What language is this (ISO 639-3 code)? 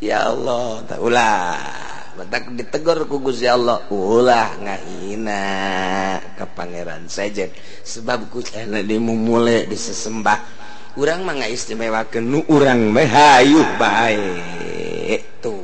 sun